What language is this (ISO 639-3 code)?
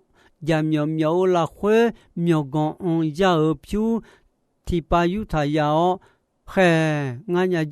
ahk